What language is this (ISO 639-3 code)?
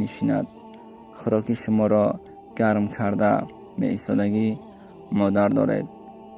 tgk